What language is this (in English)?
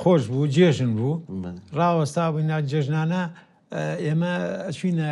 Central Kurdish